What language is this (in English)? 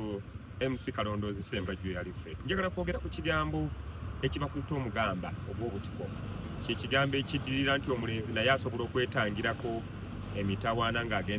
Ganda